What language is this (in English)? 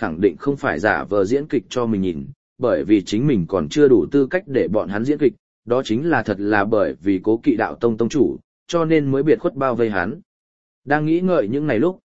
Vietnamese